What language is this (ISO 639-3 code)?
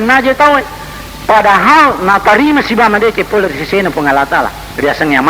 bug